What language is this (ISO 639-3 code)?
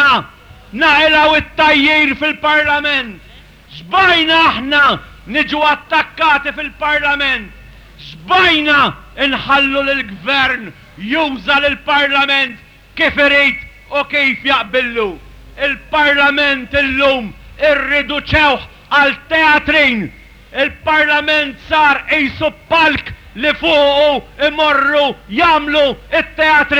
mlt